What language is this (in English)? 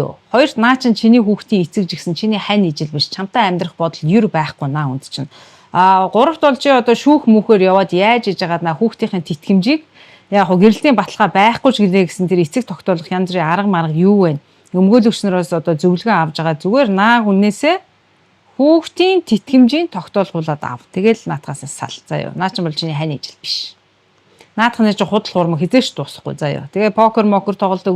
Mongolian